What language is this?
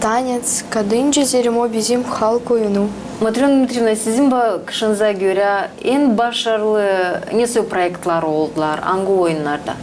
Gagauz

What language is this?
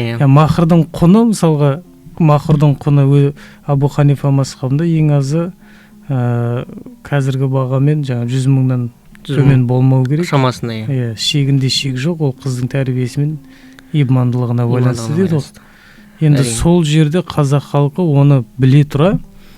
Kazakh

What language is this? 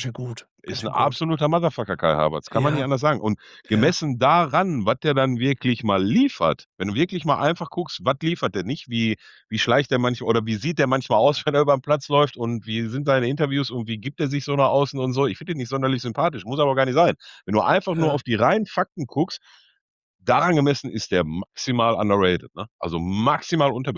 German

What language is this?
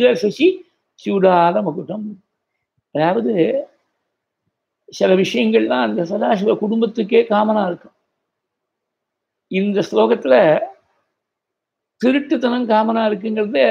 Tamil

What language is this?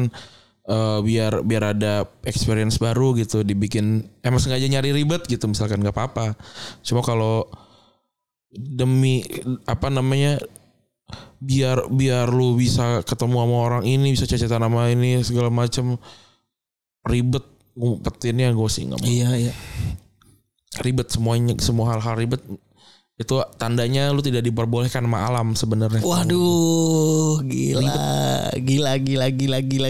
Indonesian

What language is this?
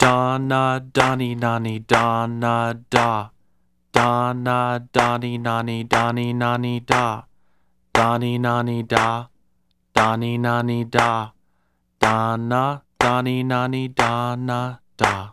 Basque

